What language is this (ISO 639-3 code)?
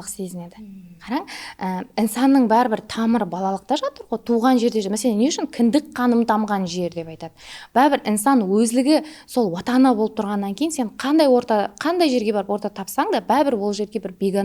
kaa